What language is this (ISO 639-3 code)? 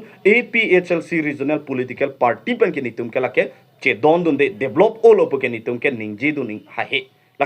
mjw